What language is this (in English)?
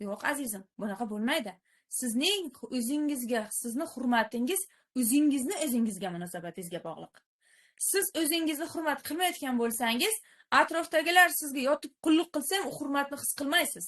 Uzbek